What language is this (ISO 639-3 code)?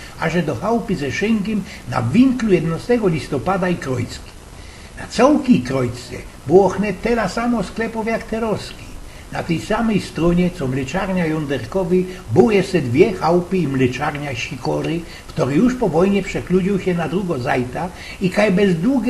szl